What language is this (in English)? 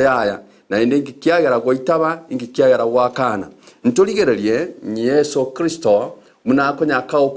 Gusii